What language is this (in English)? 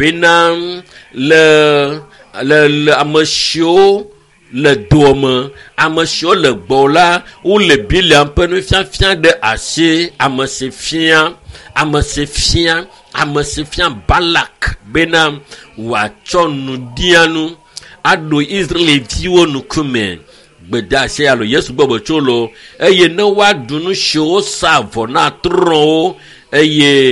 Ewe